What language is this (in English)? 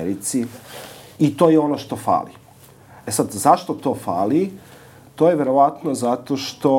Serbian